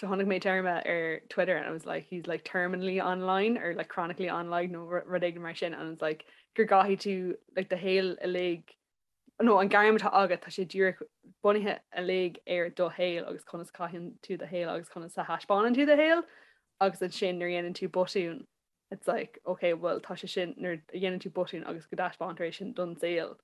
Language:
Irish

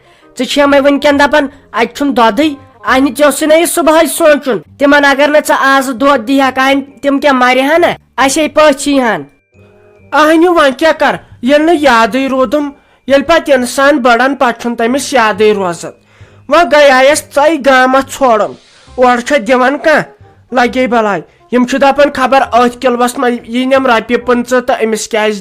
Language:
Kashmiri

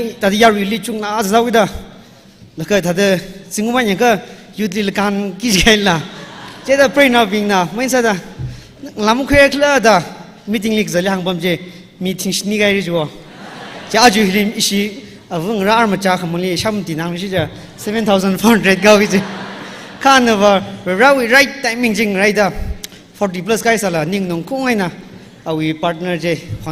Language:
Tangkhul Naga (India)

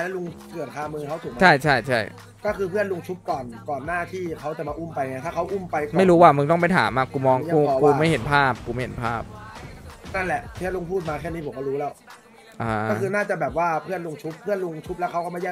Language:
Thai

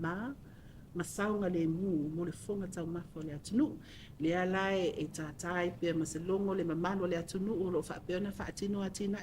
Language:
Samoan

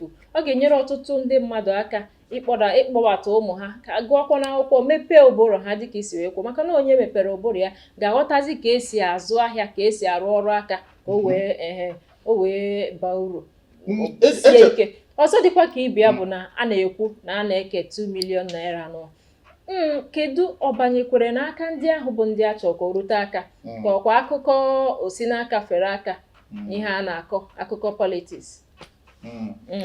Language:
Igbo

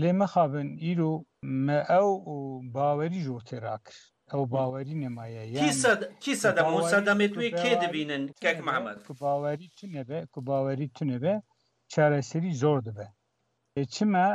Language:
Kurdish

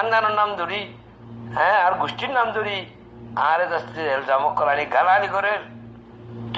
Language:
Rohingya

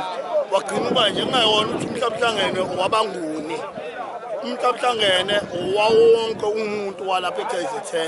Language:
Zulu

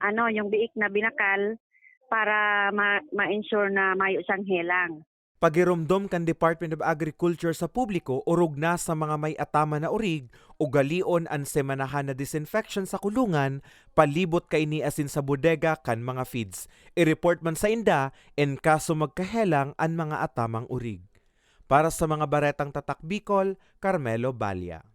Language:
Bikol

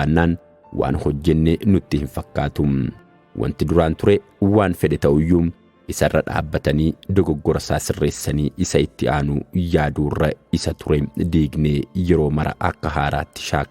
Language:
Oromo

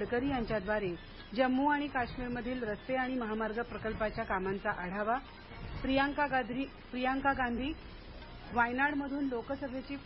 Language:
Marathi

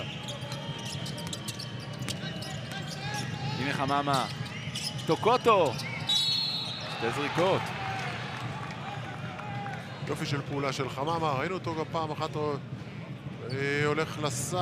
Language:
Hebrew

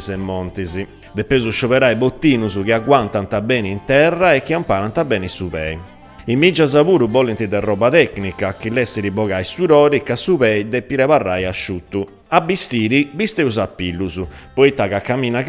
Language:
Sardinian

